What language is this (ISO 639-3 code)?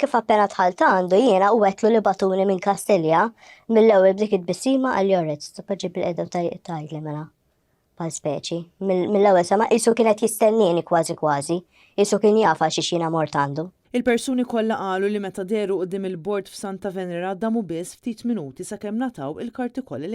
mlt